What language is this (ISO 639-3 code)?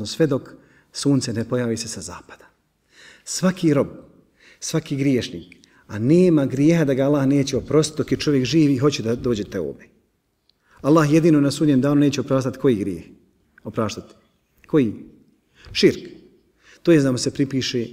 bos